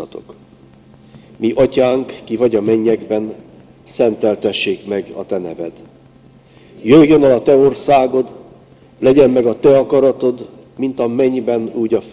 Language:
Hungarian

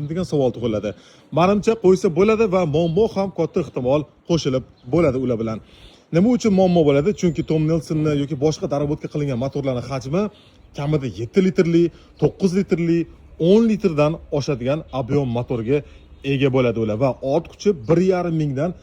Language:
Uzbek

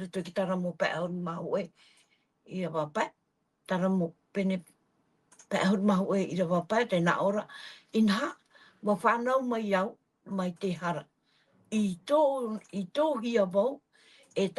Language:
Tahitian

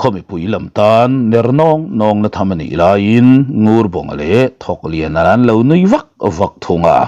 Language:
Mizo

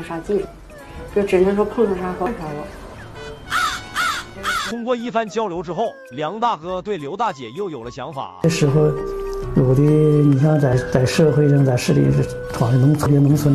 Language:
Chinese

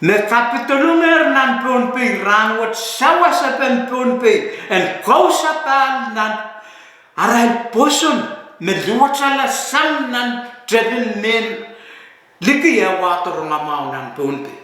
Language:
Pohnpeian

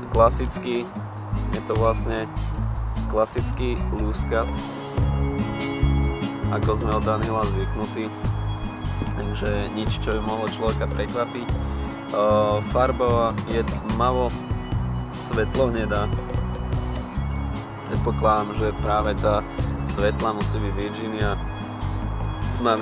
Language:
Slovak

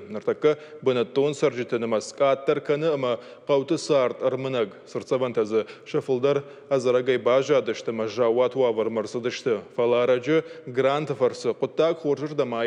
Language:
Ossetic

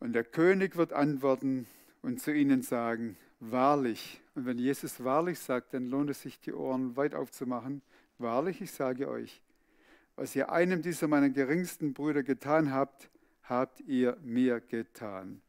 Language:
Swiss German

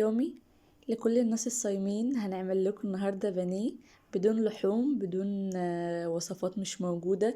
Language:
Egyptian Arabic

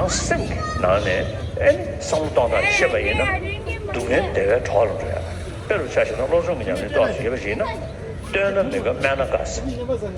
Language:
Tibetan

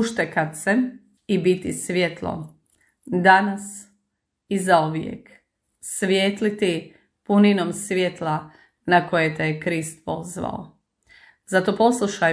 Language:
Croatian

